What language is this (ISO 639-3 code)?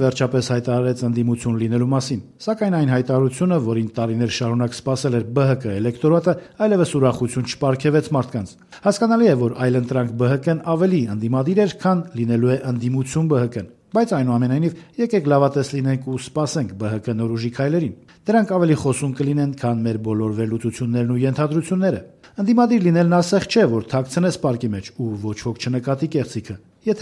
hye